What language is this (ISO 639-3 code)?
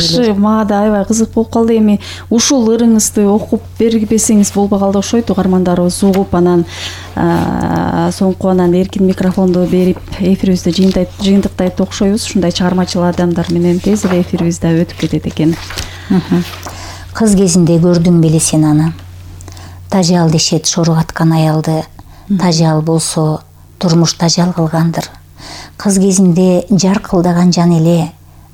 kir